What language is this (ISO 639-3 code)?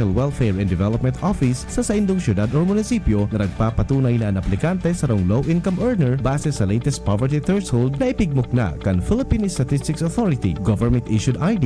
bik